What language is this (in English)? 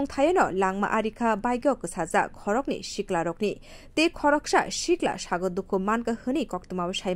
Kok Borok